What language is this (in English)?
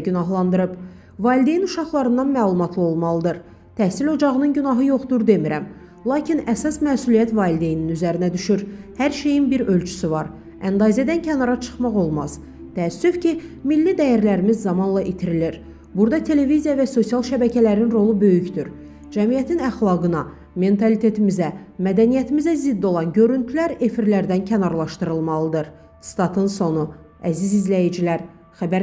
Azerbaijani